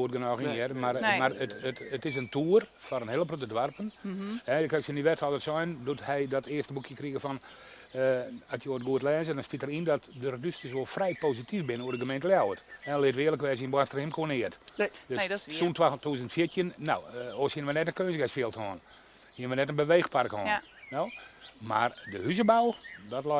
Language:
Western Frisian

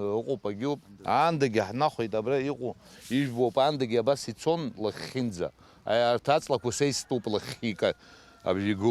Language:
Abkhazian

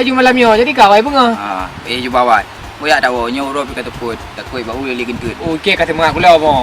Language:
Achinese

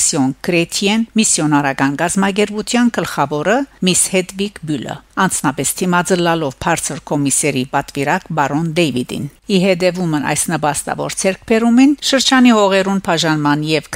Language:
Western Armenian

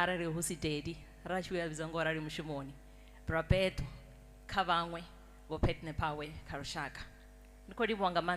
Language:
Venda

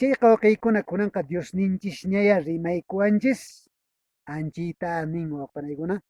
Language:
Quechua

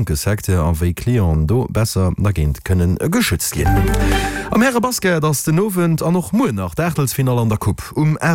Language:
Luxembourgish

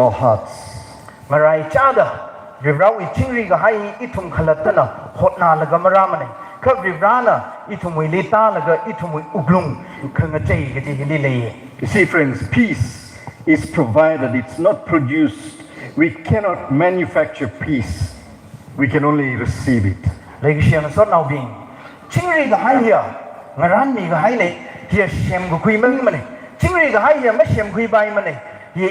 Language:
Tangkhul Naga (India)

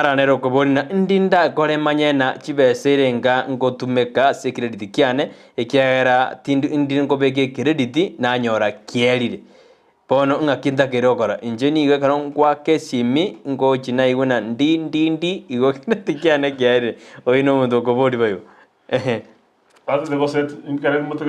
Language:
Gusii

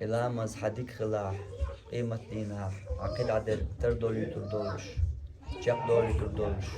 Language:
Chechen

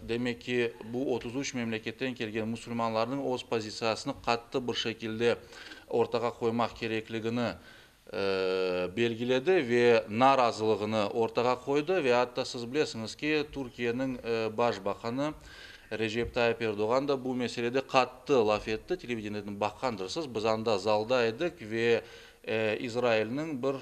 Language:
Crimean Tatar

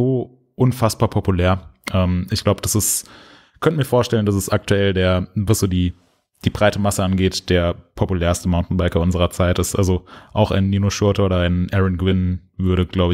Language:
German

